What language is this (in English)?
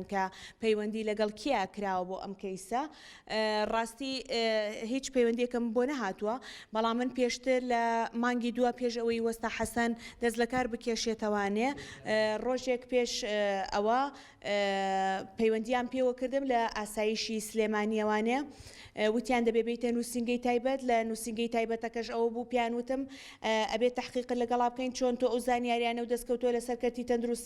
Central Kurdish